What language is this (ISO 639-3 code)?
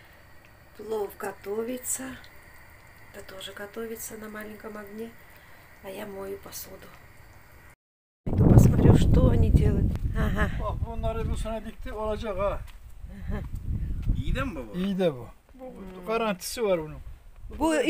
tur